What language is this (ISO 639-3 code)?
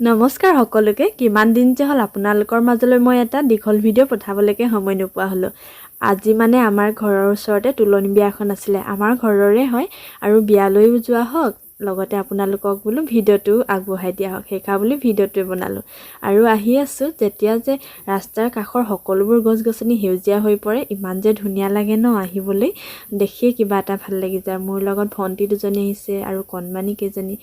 asm